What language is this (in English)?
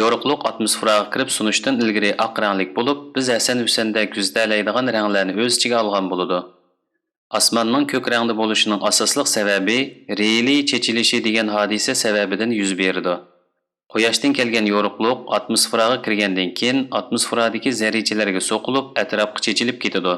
Uyghur